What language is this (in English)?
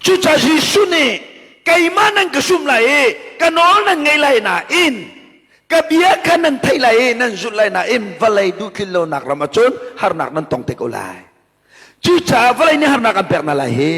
Hakha Chin